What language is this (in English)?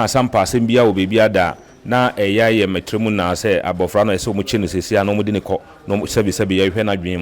Akan